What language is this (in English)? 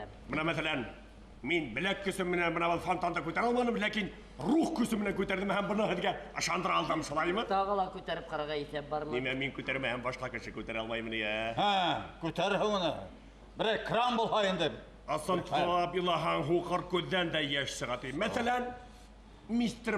Bashkir